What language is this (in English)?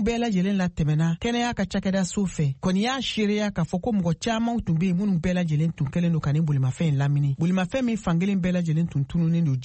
Bambara